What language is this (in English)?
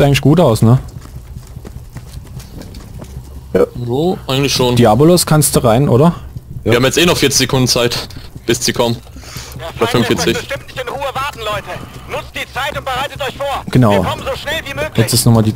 German